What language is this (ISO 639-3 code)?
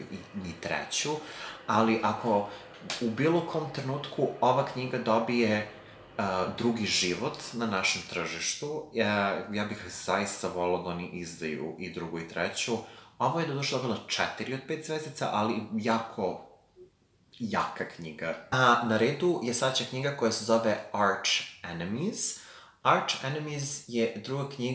srp